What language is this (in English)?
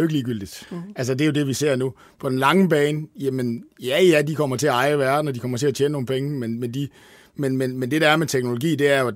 Danish